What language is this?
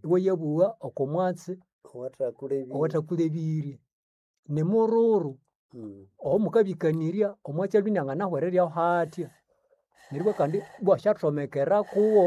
Nande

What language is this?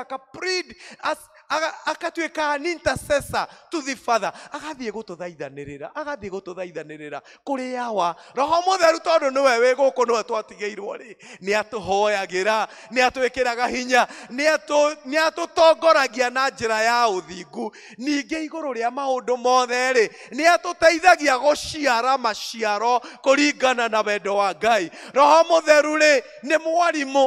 Kikuyu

